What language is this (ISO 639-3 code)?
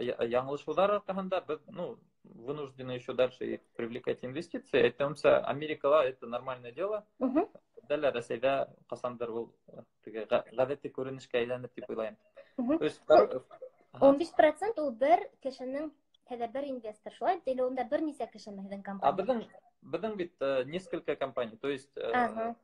bak